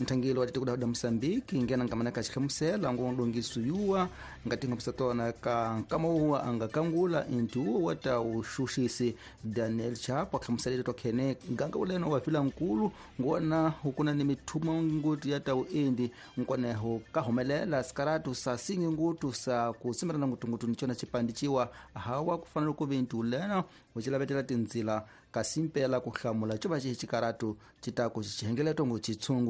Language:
Tsonga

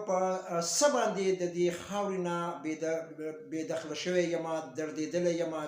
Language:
Pashto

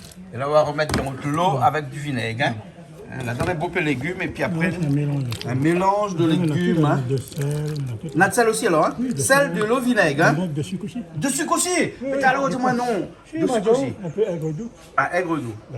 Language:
Réunion Creole French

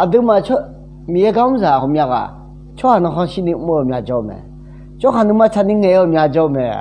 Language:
Akha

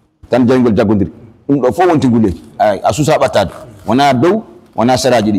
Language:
Fula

